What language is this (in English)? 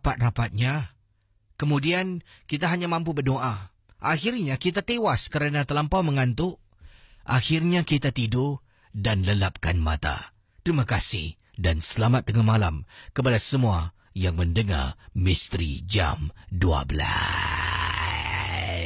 Malay